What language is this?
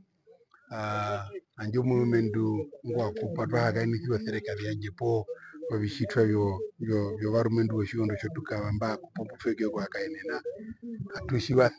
Herero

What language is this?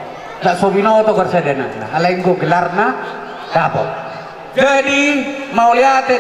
Batak Toba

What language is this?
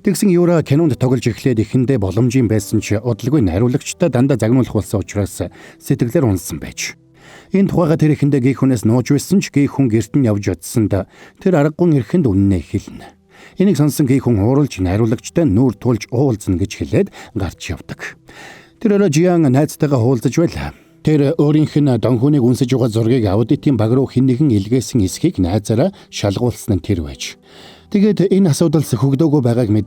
Mongolian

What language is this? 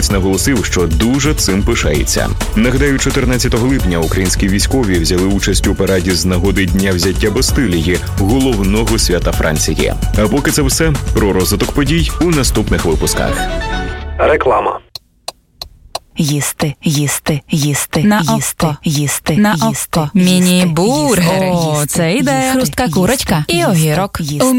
Ukrainian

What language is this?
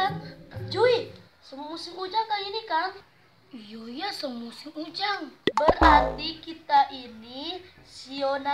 Manado Malay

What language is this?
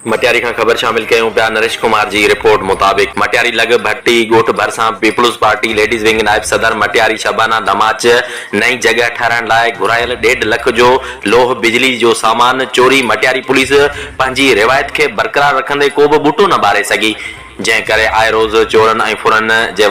Sindhi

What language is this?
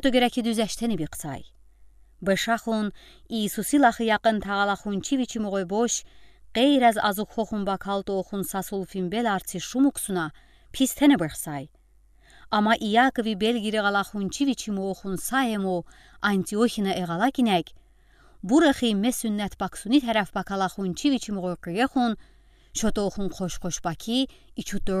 Udi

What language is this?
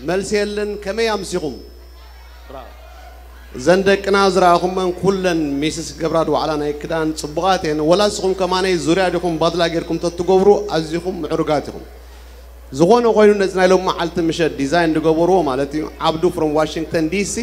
Tigrinya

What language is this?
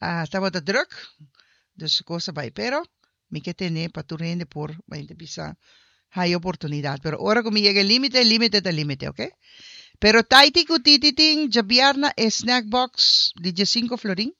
Papiamento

